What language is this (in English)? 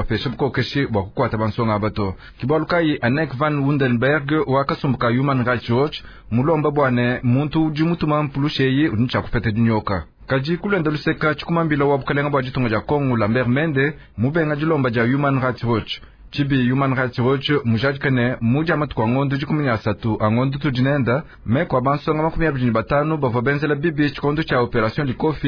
Luba-Lulua